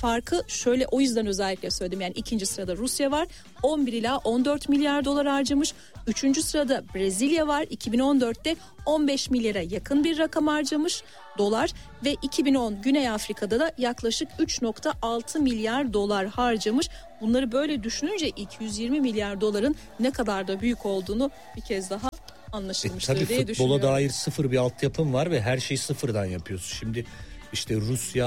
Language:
Turkish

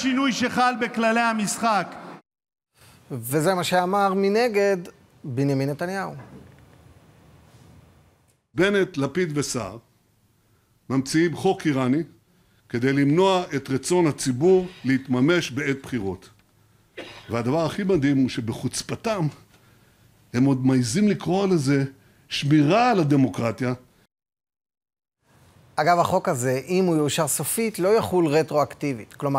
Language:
Hebrew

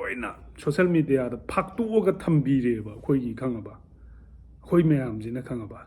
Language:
Manipuri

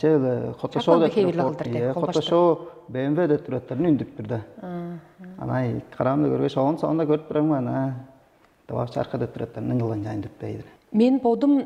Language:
Tuvinian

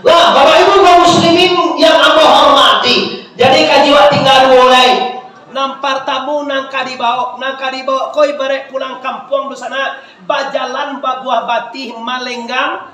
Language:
Minangkabau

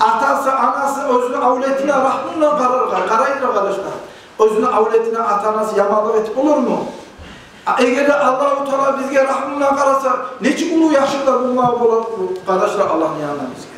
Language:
Kumyk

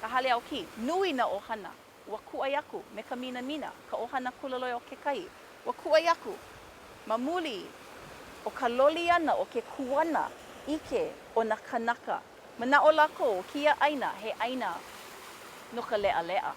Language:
Hawaiian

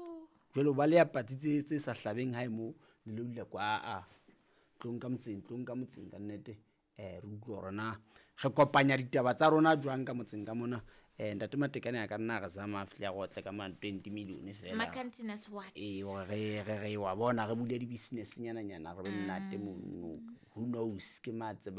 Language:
Southern Sotho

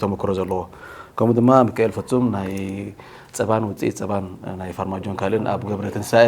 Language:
Tigrinya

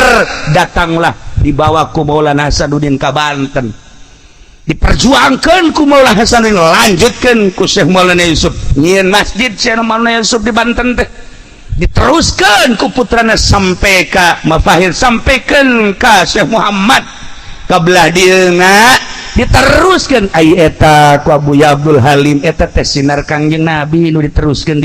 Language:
Sundanese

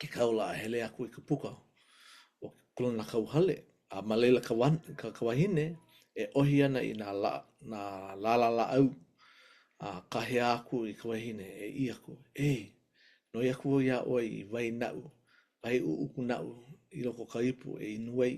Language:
Hawaiian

